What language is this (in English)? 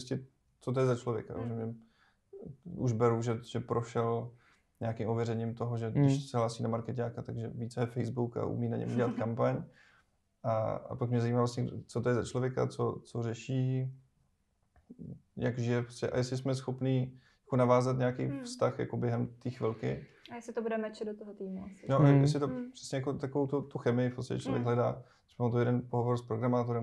Czech